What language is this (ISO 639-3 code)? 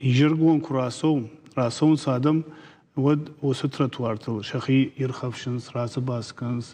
oss